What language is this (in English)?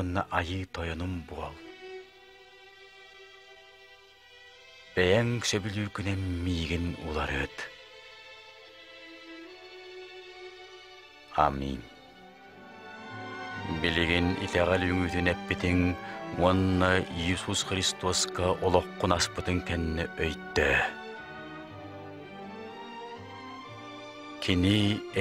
Yakut